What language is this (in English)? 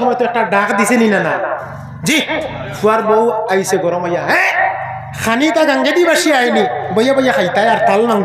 Sylheti